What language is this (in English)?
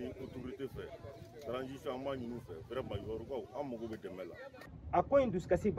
Bambara